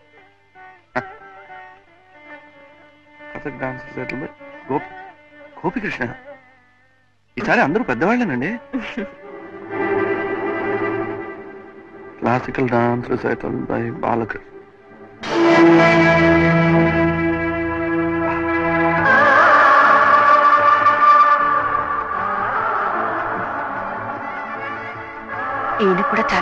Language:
Telugu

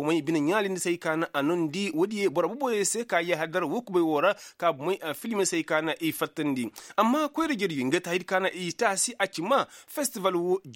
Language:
Koyraboro Senni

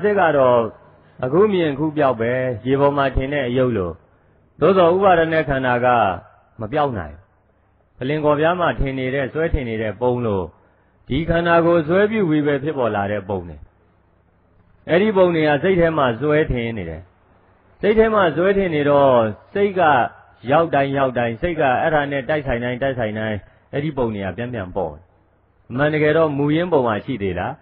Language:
Burmese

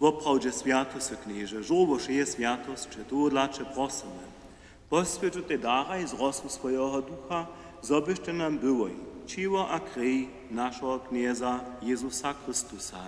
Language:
Upper Sorbian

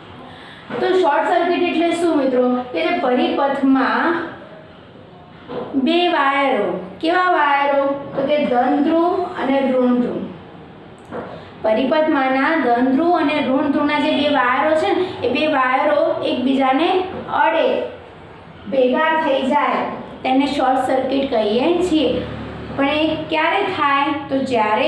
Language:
Gujarati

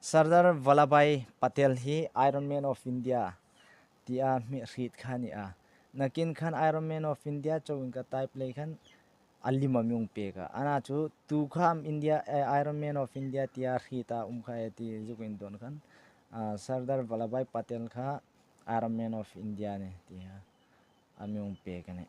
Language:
Hmar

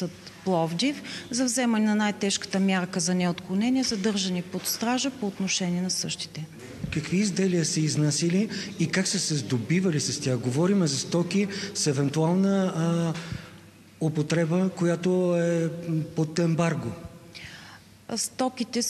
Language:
Bulgarian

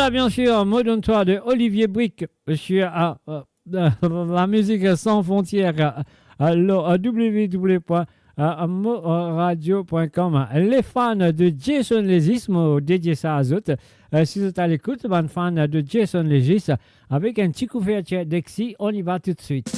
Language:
Morisyen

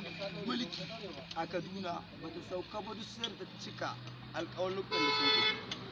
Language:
Hausa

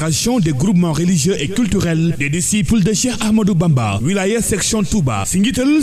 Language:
Wolof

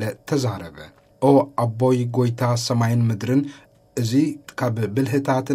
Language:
Tigrinya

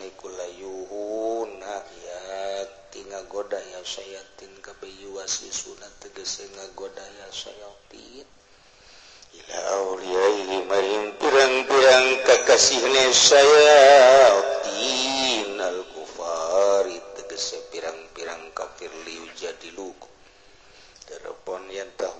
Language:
Sundanese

